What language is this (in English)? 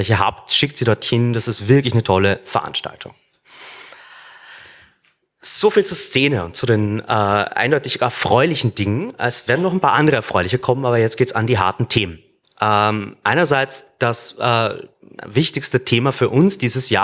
German